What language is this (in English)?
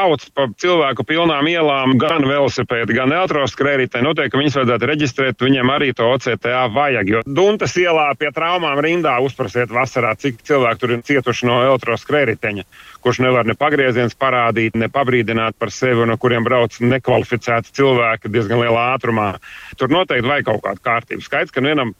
Latvian